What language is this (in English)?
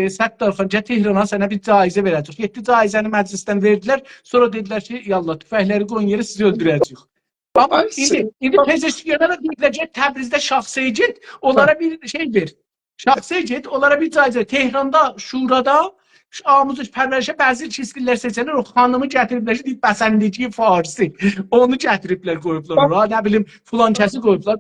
South Azerbaijani